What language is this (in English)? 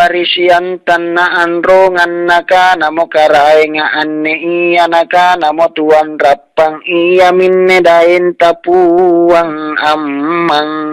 Makasar